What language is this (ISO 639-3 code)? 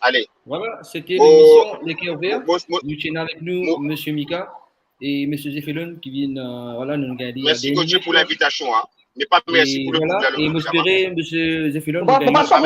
mfe